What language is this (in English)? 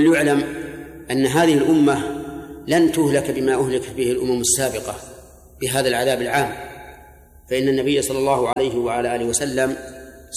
Arabic